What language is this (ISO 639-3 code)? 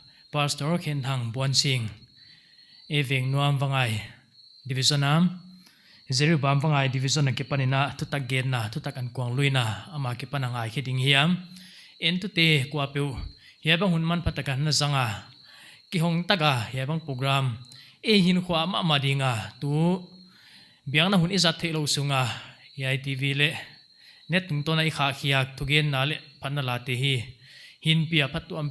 pck